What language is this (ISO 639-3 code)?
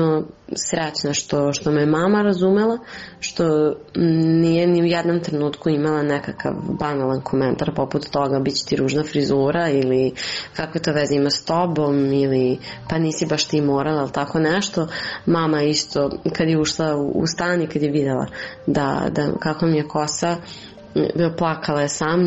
srp